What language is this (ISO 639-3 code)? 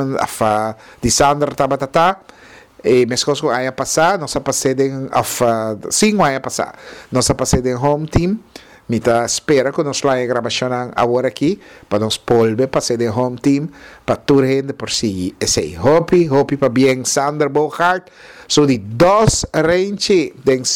pap